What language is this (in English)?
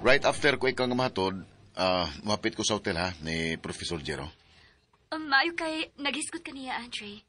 Cebuano